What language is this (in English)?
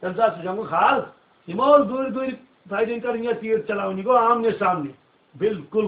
Kashmiri